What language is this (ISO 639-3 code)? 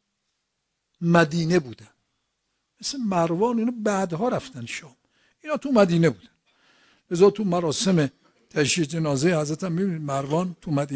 fas